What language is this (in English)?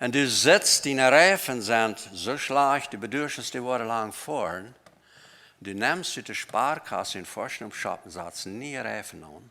Plautdietsch